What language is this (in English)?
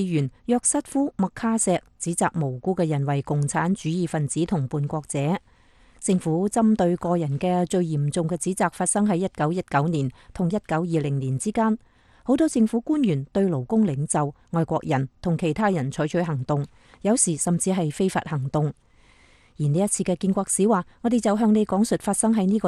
Cantonese